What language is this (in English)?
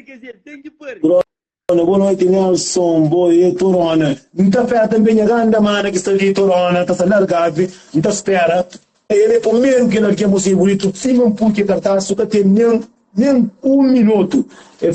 Kabuverdianu